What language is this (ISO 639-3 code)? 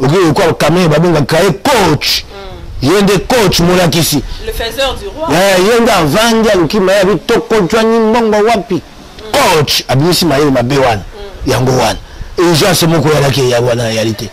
lin